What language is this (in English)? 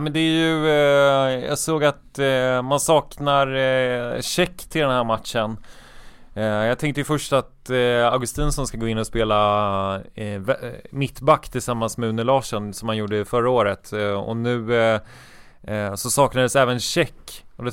Swedish